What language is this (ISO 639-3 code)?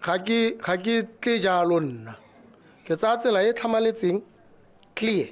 tsn